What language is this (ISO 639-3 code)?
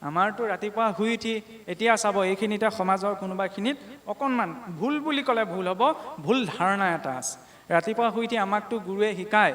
asm